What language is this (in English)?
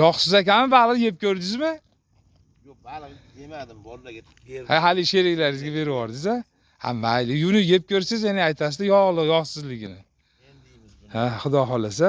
Uzbek